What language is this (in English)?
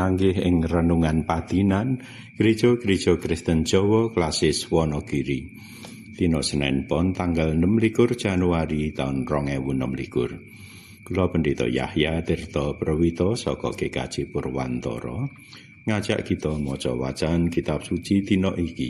Javanese